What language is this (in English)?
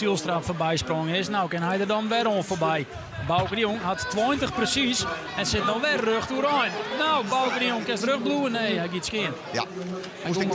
Western Frisian